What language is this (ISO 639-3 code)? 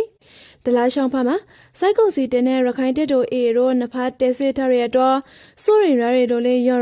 rki